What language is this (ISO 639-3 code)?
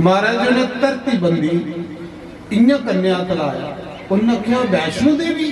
doi